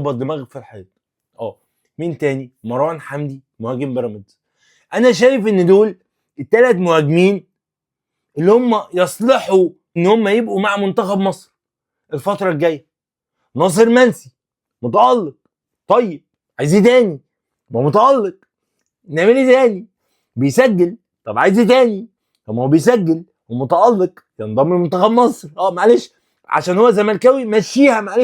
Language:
Egyptian Arabic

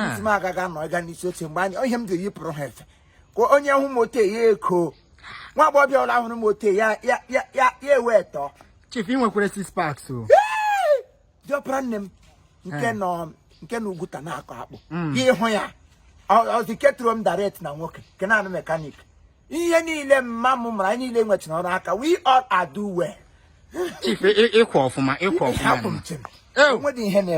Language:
Igbo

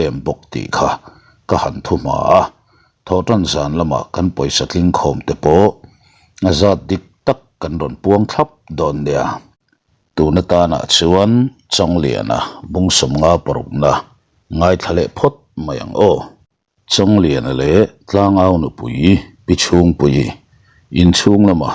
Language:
Mizo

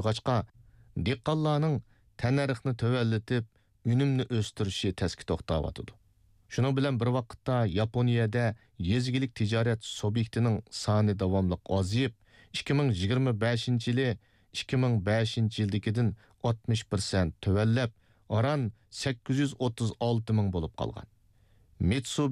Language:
Uyghur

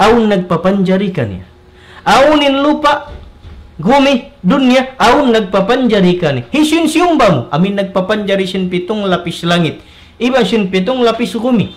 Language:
Tausug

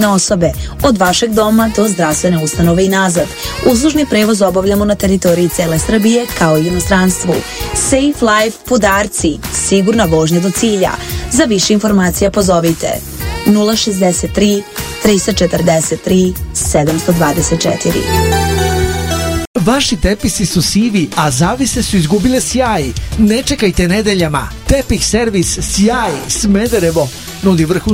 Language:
Serbian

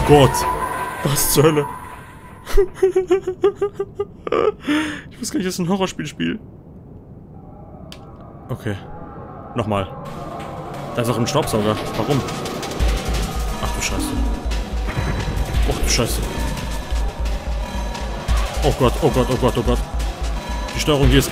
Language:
German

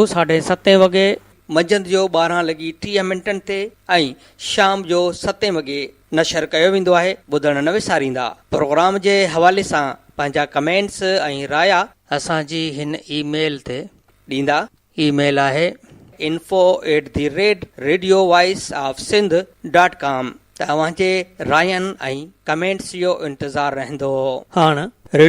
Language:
Sindhi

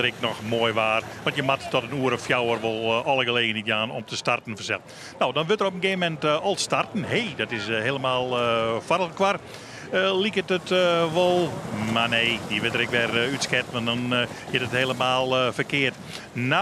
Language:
Western Frisian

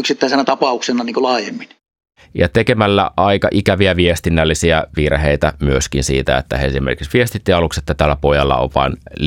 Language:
Finnish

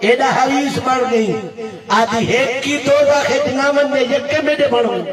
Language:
Saraiki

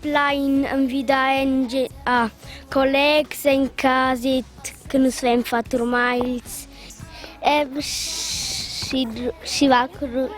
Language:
Romansh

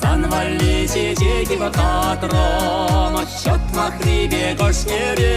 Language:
Chuvash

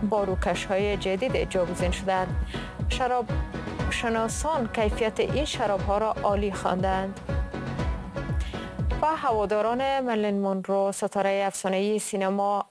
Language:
Persian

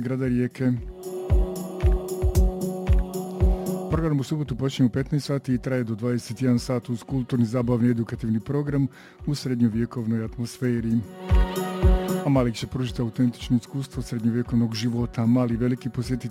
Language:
Croatian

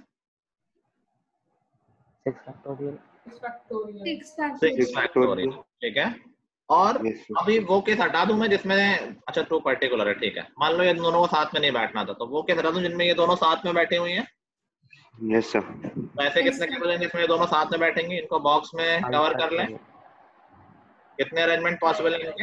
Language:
Hindi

